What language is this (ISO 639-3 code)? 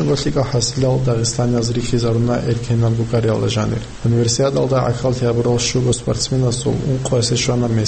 ava